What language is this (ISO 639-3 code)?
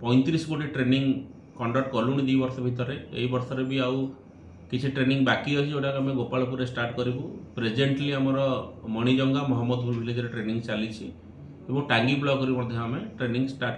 ori